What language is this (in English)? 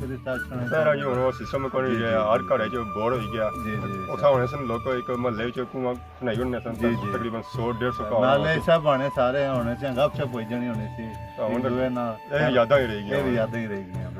Pahari-Potwari